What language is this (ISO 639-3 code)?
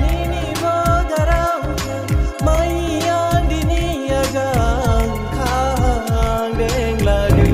dis